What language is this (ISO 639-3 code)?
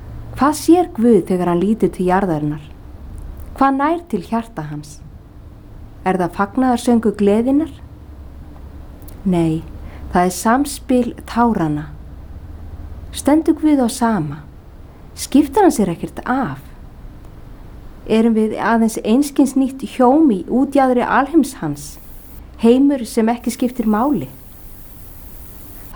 isl